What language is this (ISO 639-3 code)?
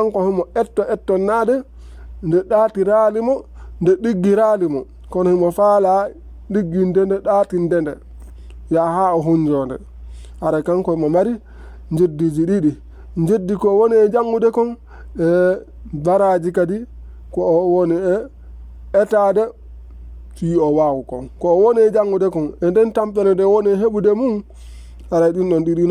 ful